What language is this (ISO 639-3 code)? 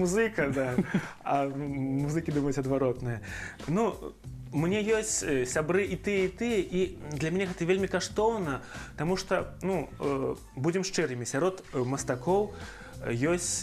bel